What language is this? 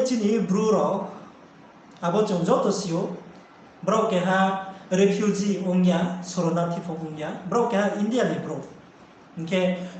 Riang (India)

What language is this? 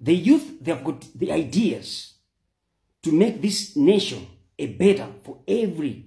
Nyanja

